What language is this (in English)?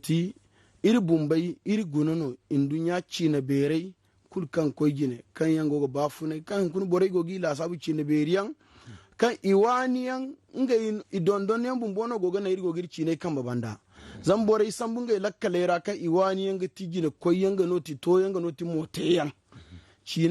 Zarma